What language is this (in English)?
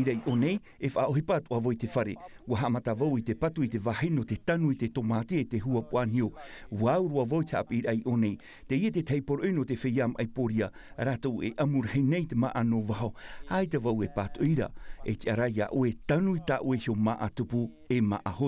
Tahitian